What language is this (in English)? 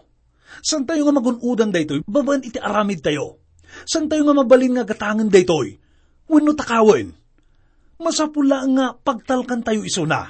Iloko